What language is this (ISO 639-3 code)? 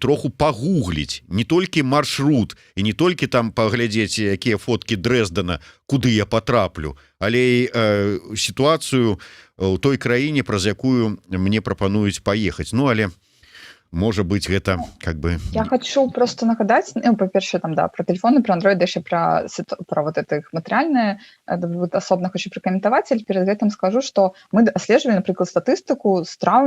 bel